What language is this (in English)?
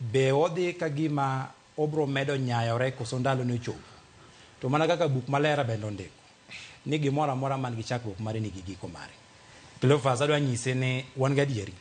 Luo (Kenya and Tanzania)